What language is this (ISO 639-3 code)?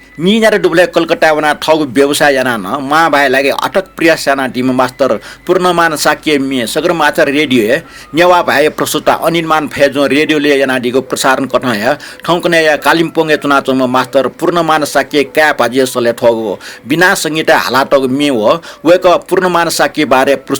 new